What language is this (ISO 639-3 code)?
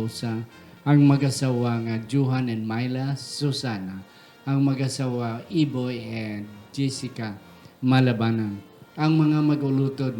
hil